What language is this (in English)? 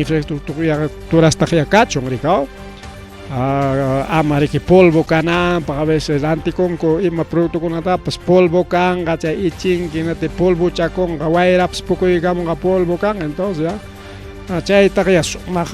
Ayacucho Quechua